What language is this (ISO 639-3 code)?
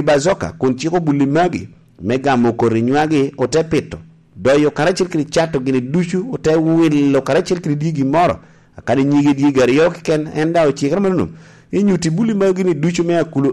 laj